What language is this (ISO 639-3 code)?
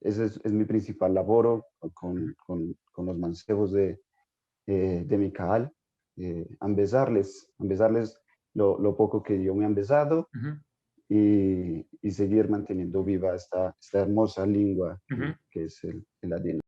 lad